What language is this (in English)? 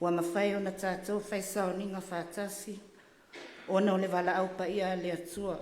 Samoan